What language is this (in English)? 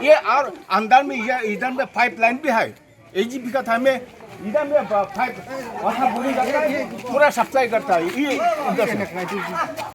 Khasi